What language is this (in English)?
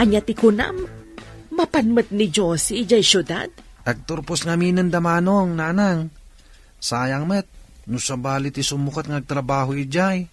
Iloko